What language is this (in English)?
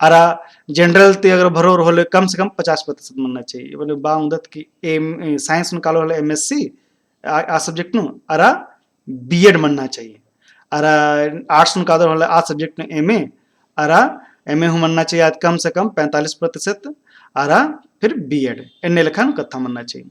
Kurukh